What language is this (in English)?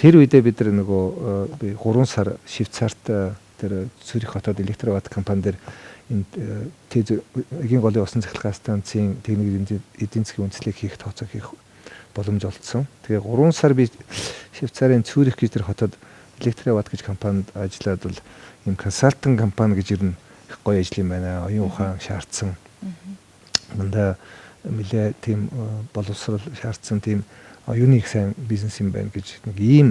Mongolian